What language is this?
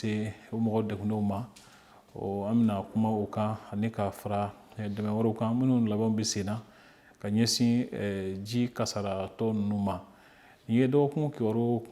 Bambara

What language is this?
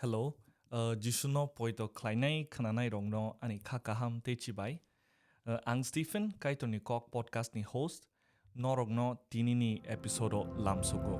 Kok Borok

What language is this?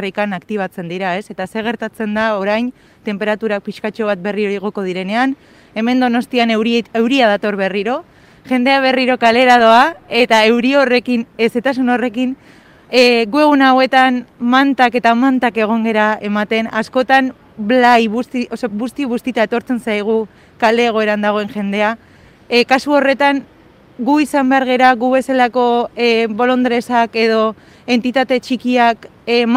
Basque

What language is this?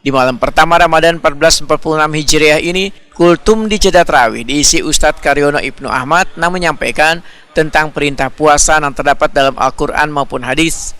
Banjar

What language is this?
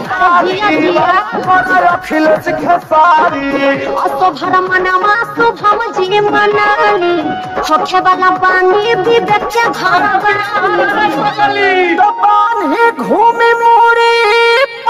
Bhojpuri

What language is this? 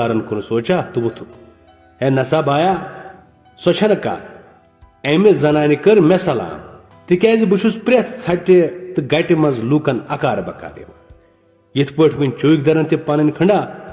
Kashmiri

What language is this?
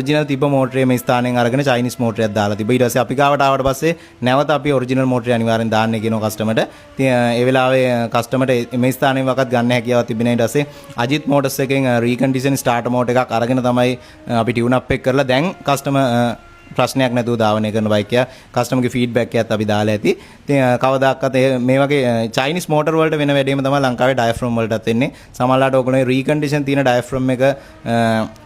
Sinhala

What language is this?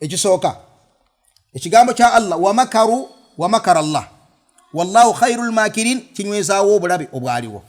Ganda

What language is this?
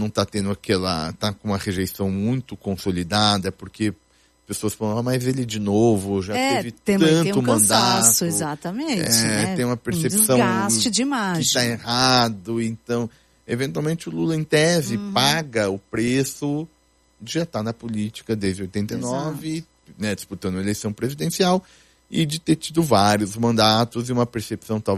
Portuguese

